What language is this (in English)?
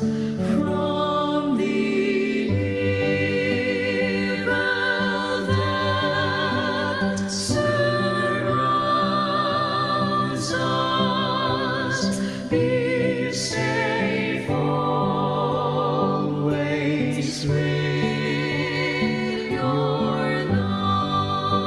Ewe